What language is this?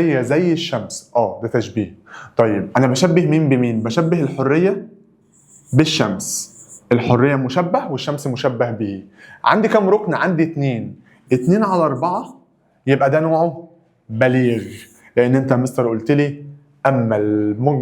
Egyptian Arabic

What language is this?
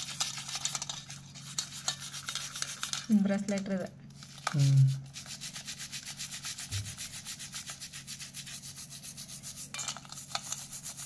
Kannada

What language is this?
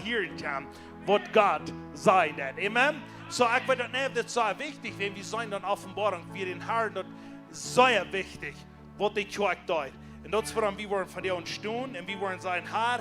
Plautdietsch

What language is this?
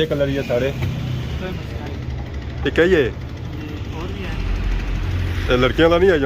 Pahari-Potwari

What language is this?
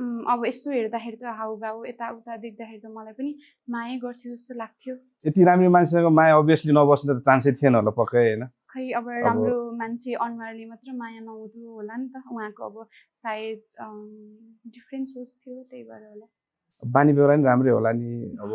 Nepali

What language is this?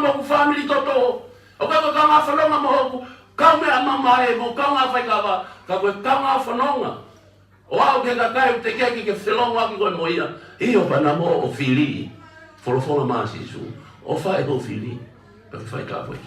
Tongan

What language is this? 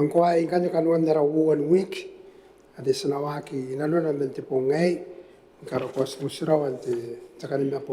Gilbertese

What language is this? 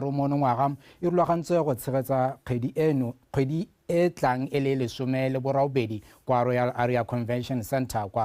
Tswana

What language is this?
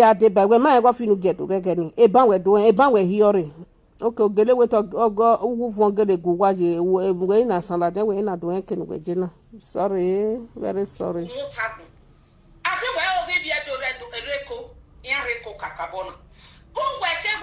Nigerian Pidgin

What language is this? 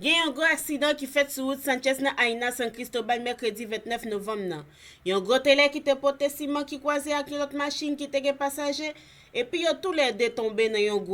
Haitian Creole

